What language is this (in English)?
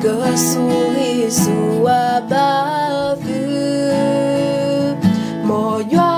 S'gaw Karen